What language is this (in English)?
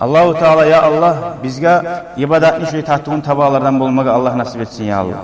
Kumyk